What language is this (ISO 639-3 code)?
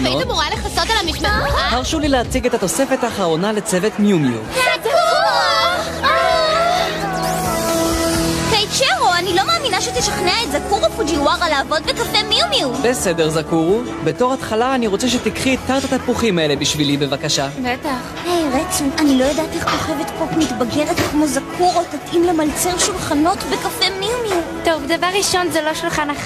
heb